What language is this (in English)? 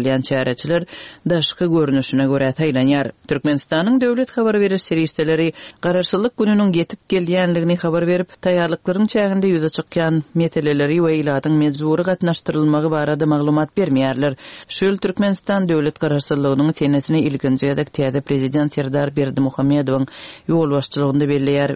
Turkmen